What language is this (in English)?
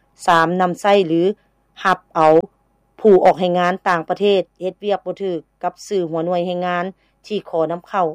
Lao